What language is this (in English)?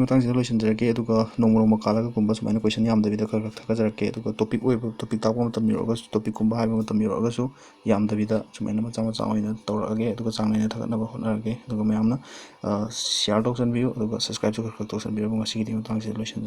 Manipuri